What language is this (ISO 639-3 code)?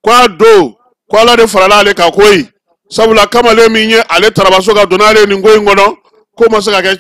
bam